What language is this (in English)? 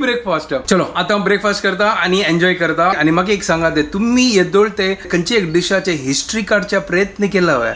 Konkani